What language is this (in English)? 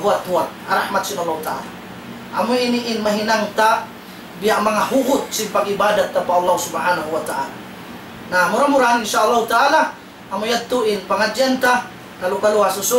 Tausug